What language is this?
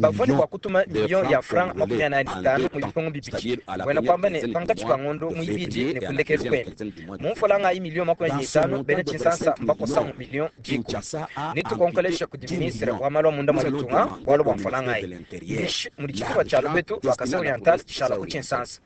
Luba-Lulua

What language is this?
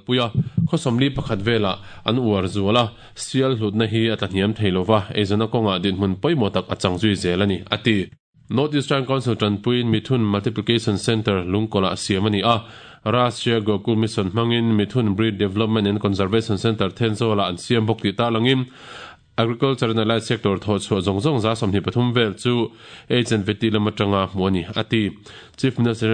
Mizo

